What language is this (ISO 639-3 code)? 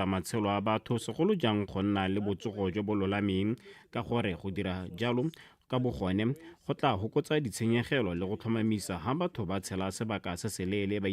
tsn